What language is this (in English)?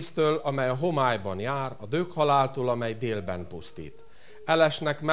Hungarian